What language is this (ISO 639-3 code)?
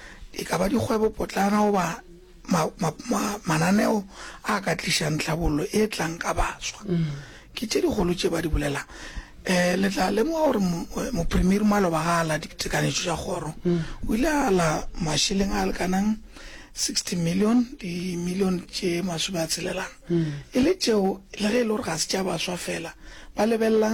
nso